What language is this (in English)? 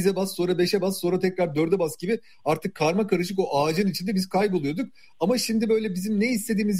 Turkish